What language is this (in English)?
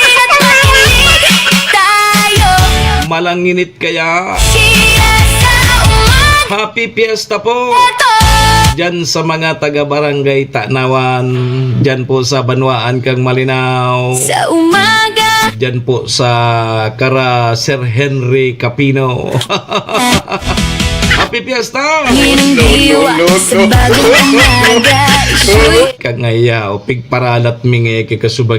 Bikol